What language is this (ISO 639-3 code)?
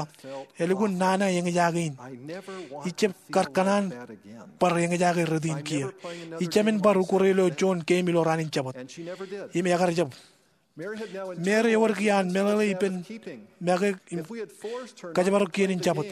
mah